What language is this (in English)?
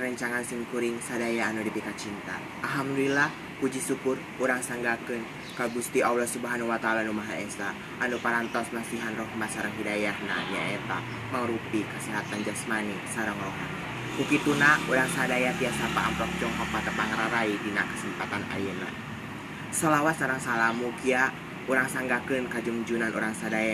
Sundanese